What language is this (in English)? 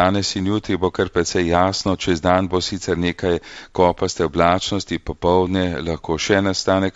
Slovenian